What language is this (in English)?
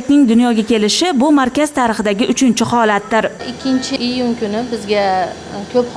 Uzbek